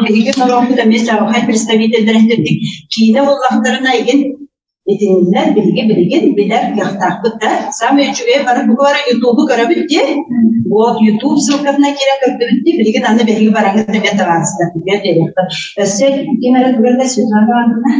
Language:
Yakut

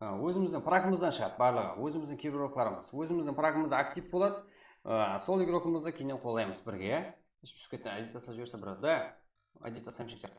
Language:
Kara-Kalpak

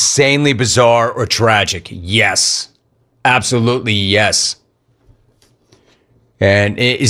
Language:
English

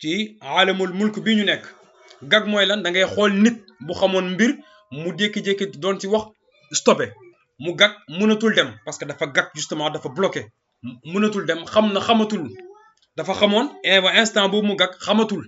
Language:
Wolof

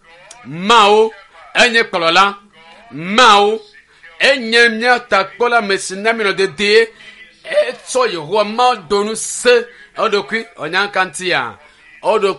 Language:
Ewe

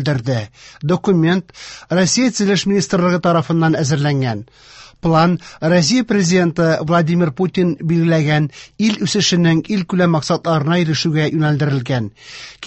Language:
Tatar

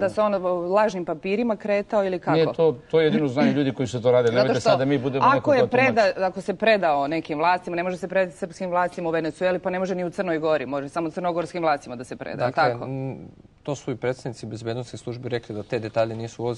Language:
Serbian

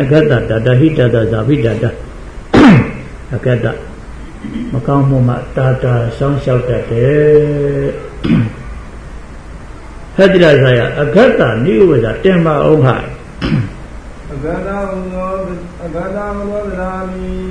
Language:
Burmese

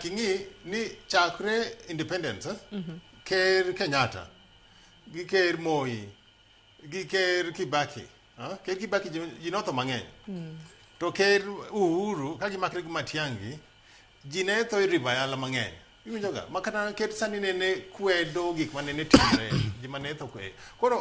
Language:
Luo (Kenya and Tanzania)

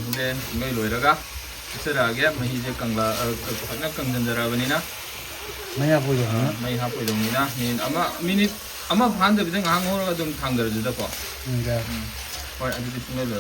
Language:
Manipuri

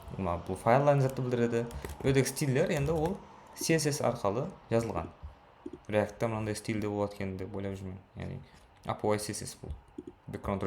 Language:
Kara-Kalpak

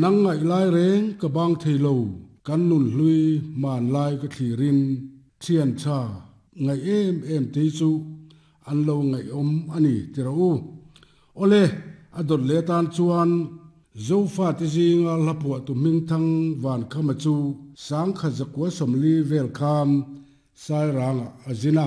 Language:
Mizo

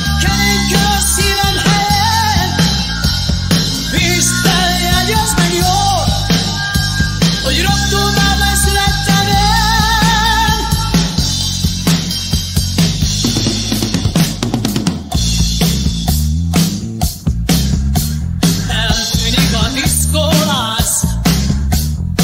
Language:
Hungarian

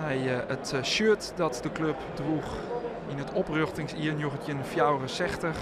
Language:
Western Frisian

